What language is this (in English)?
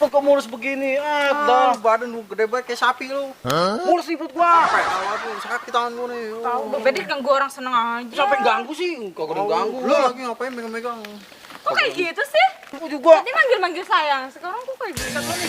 Betawi